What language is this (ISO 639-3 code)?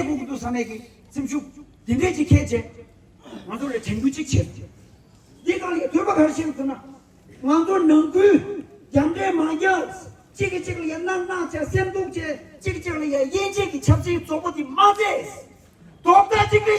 bod